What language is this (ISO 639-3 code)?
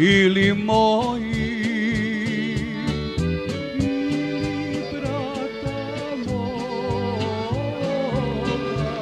srp